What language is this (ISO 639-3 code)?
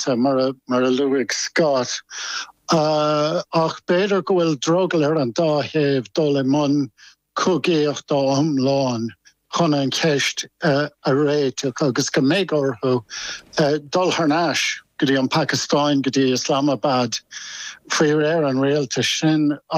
gle